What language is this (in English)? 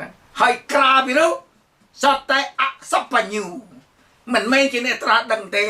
Khmer